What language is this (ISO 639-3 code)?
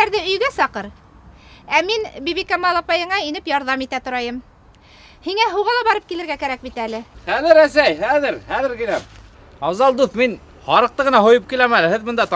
bak